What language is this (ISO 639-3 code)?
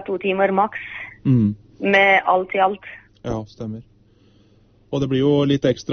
nor